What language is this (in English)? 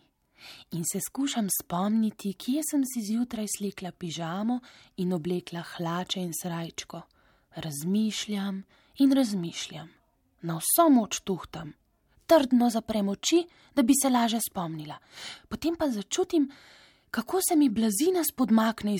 Slovenian